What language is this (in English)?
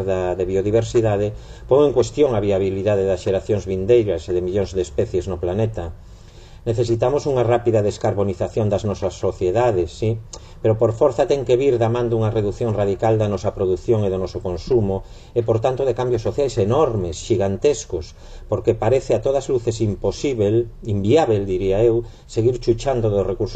Galician